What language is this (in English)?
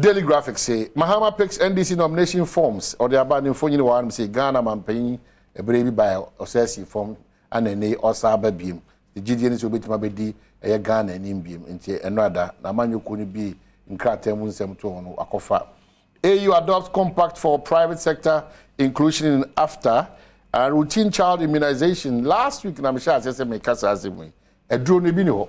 Akan